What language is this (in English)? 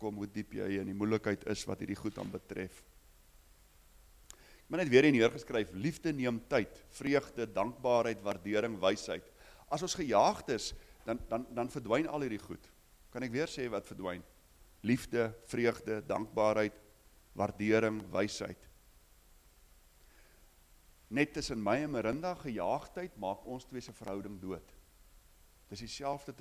Afrikaans